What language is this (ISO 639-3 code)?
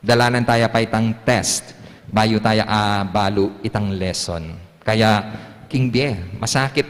pam